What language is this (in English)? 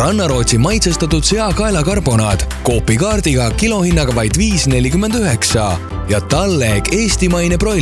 Estonian